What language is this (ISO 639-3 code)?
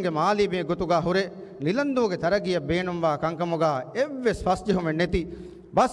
div